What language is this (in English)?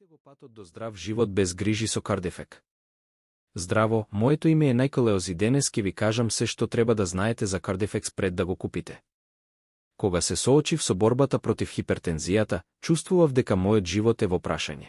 Macedonian